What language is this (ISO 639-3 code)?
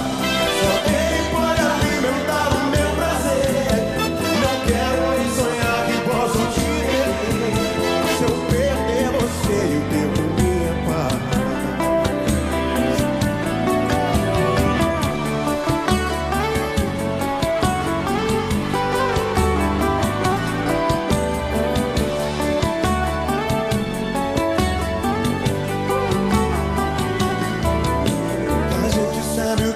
por